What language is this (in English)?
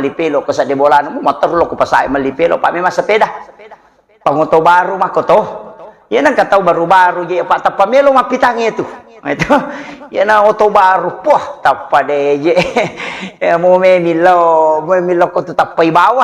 Buginese